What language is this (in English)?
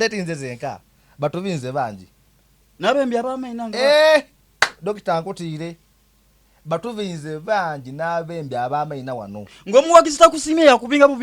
Soga